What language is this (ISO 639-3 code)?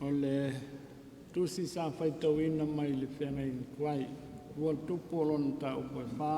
smo